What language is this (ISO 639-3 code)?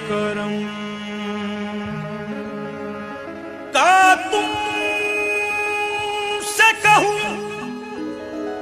urd